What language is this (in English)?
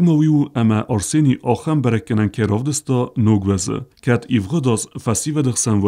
Ossetic